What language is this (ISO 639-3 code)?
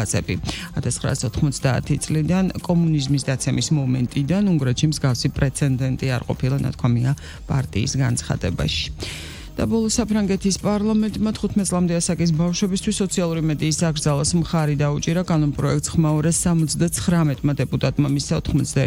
kat